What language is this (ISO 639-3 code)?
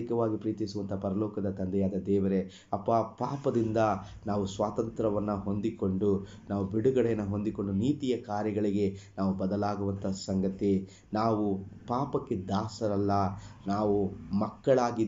kan